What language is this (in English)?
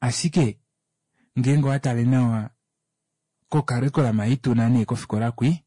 Kuanyama